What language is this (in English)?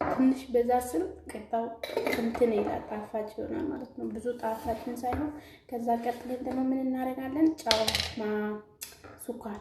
Amharic